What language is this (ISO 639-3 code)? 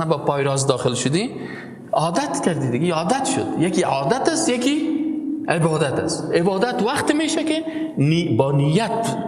fas